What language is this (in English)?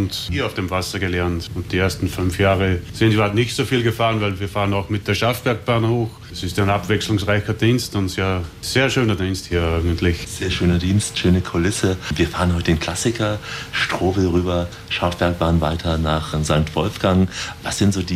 German